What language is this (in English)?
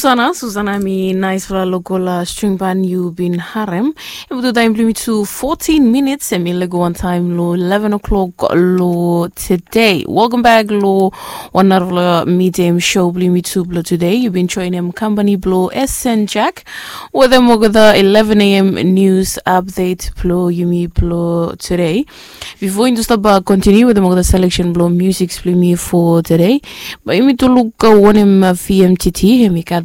Bislama